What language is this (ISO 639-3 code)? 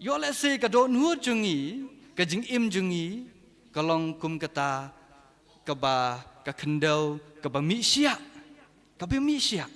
kha